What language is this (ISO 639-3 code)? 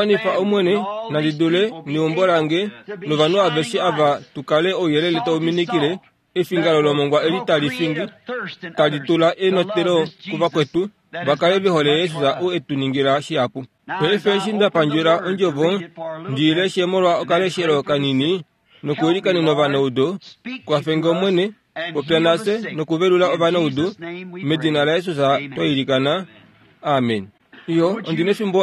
kua